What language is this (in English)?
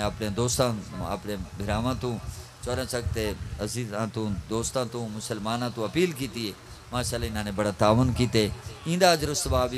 Saraiki